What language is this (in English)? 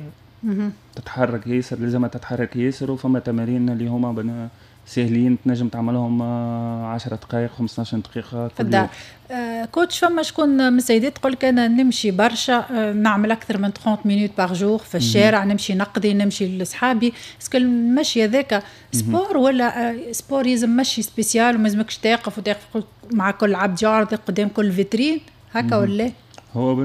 Tunisian Arabic